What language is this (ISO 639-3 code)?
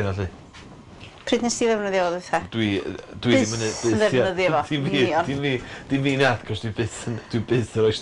cym